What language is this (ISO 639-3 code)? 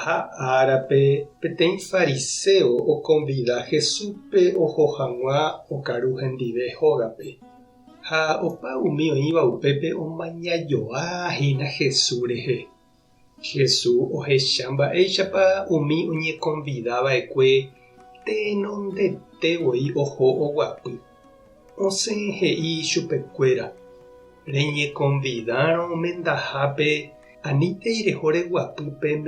grn